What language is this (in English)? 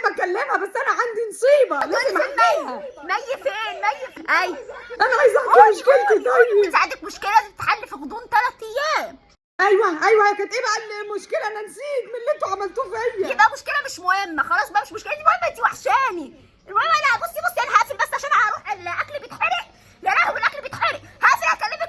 Egyptian Arabic